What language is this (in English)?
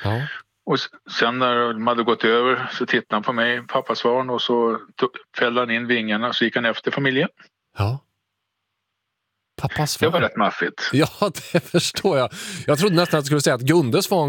Swedish